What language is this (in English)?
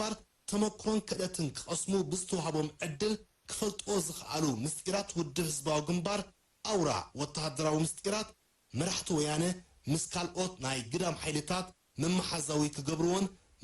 Tigrinya